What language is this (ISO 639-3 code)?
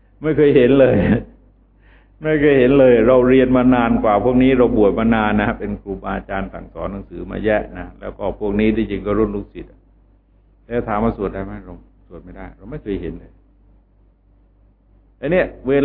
tha